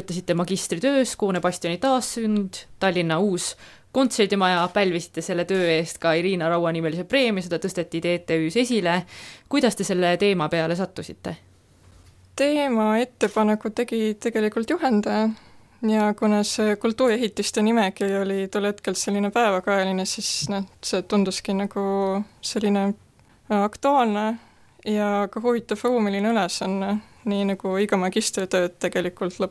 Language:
Estonian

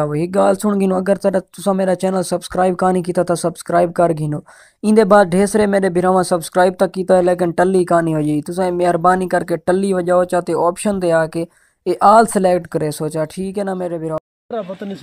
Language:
Saraiki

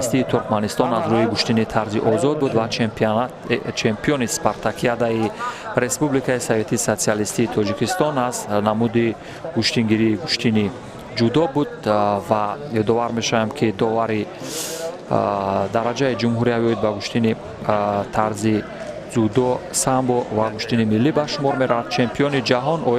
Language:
Tajik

